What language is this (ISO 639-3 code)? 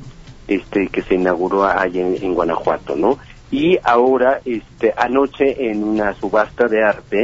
spa